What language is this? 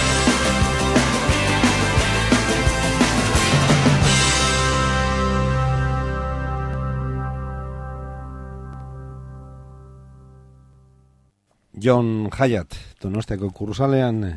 Basque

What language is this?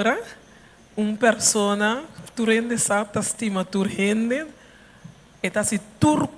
Papiamento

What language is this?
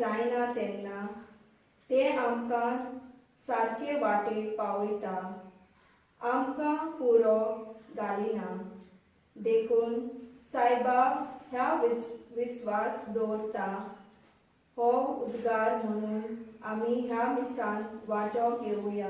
Konkani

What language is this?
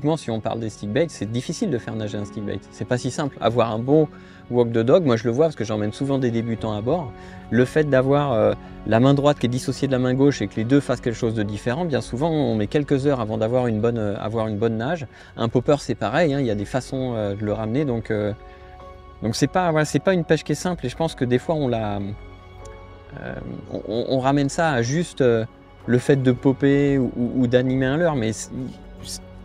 French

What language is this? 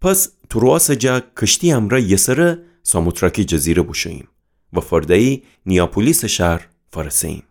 Gilaki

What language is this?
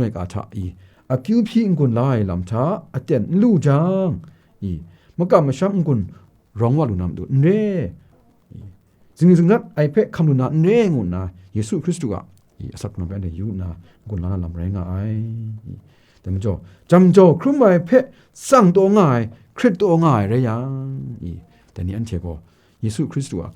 Kachin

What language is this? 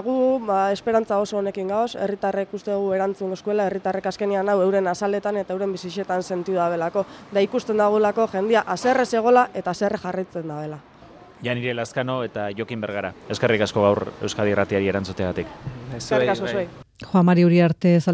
Basque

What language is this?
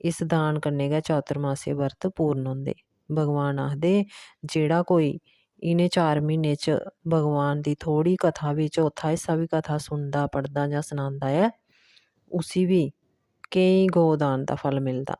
Dogri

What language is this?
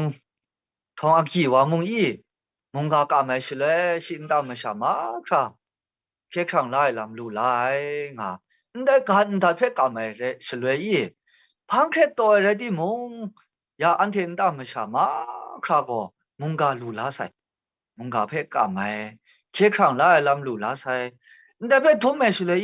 Kachin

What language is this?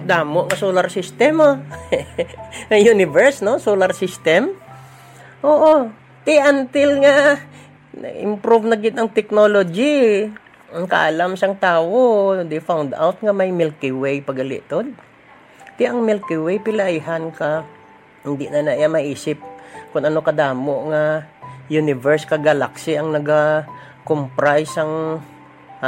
Hiligaynon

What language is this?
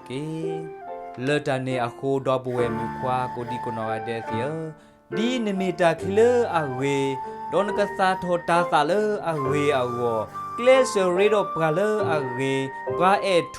S'gaw Karen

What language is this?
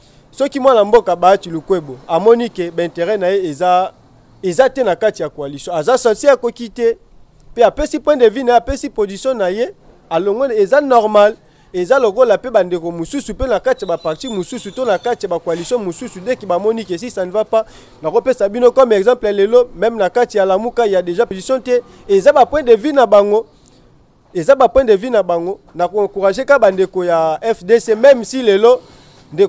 Lingala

